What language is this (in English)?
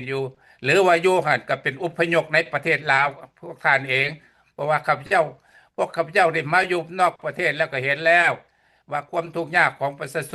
Lao